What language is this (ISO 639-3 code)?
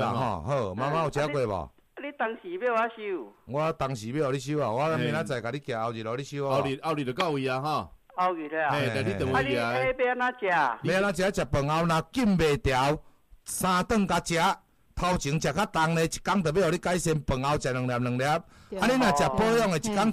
nan